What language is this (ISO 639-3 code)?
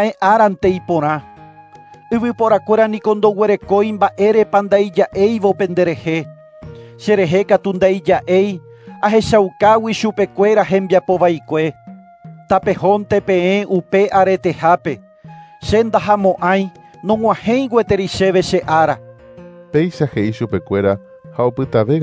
grn